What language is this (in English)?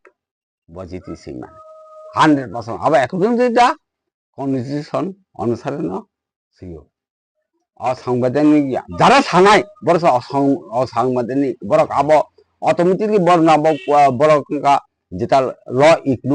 Kok Borok